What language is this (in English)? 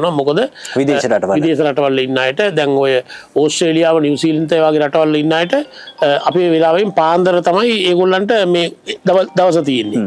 Sinhala